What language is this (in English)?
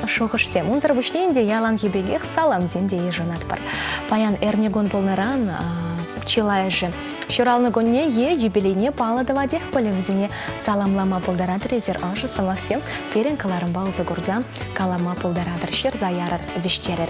Chuvash